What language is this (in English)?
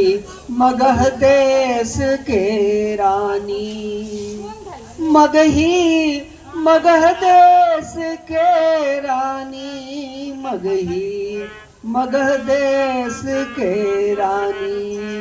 Magahi